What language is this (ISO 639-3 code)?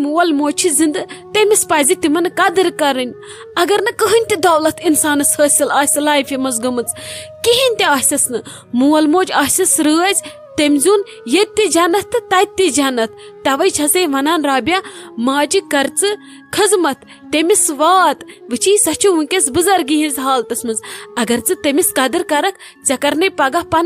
kas